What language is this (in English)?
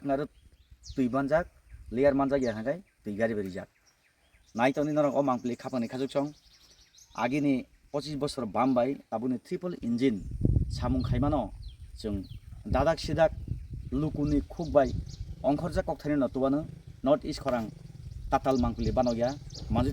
Kok Borok